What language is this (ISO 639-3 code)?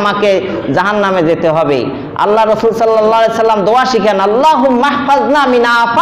ben